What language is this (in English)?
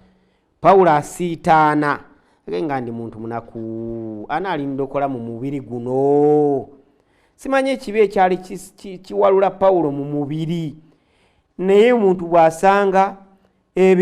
Ganda